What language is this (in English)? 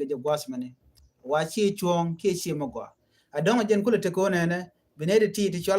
Nuer